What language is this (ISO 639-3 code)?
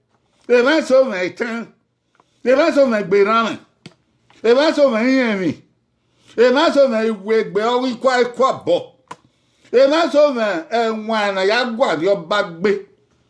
bin